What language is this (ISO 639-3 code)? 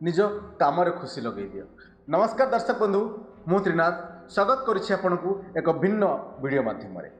ori